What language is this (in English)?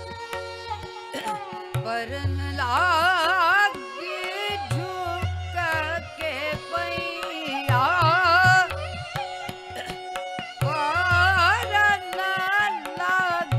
Hindi